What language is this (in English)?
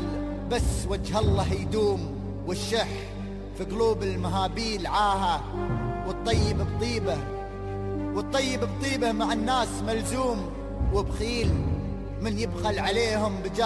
Gulf Arabic